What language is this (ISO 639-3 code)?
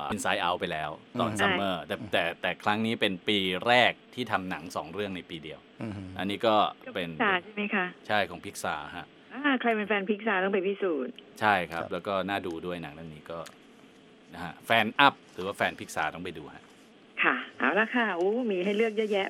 tha